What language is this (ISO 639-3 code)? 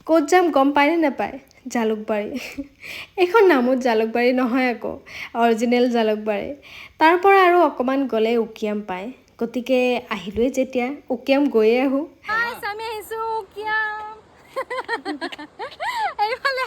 asm